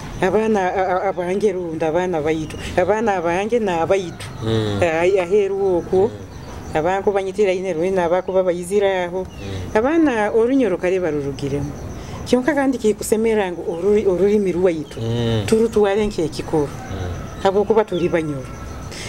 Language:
Nyoro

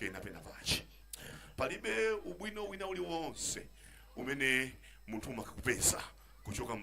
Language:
Nyanja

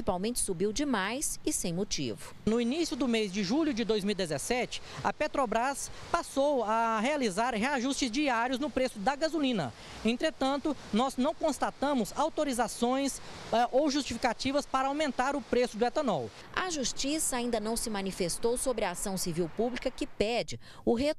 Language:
Portuguese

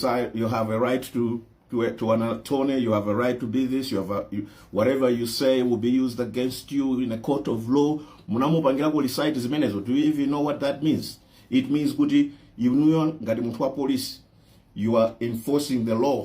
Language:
Nyanja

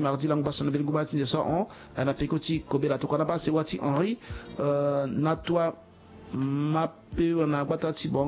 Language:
Sango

